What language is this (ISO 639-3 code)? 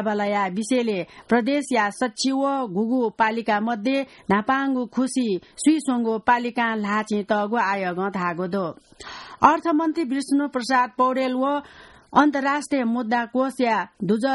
new